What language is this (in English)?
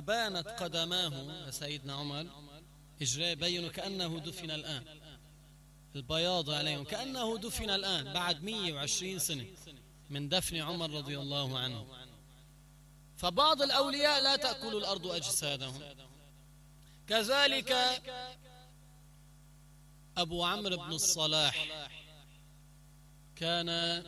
Arabic